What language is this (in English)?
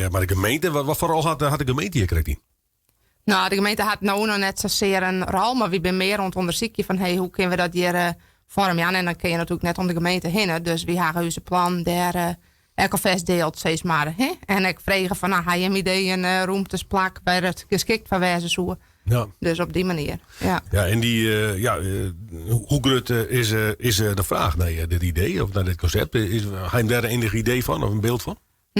Western Frisian